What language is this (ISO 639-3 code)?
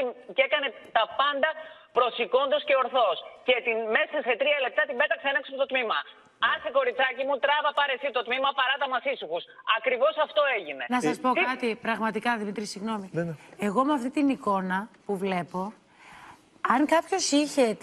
ell